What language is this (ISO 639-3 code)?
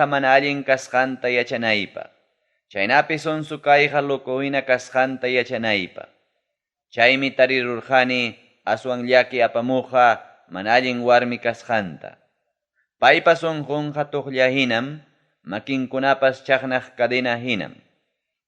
quy